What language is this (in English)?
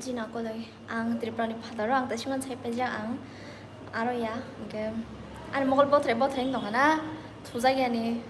Kok Borok